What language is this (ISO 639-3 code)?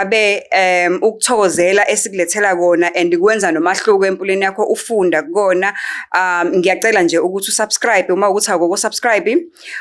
zul